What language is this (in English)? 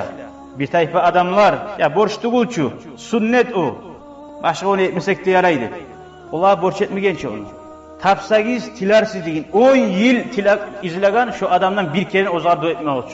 Kumyk